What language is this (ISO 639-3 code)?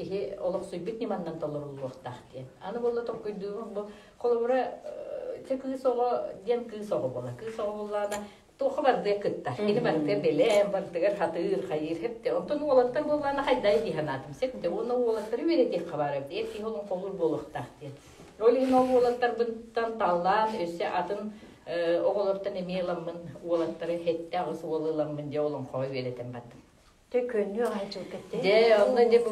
sah